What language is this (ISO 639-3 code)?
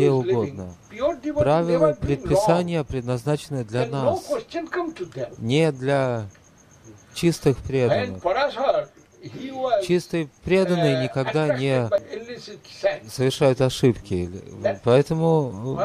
rus